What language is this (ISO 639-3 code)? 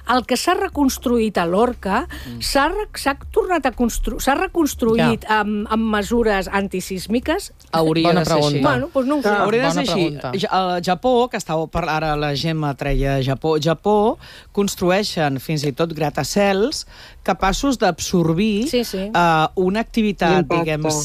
cat